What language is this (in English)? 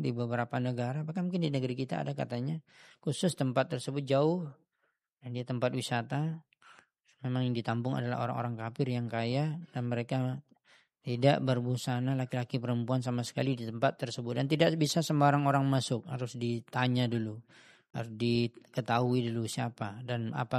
Indonesian